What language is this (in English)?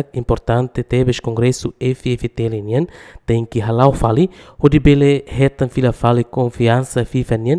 Tetum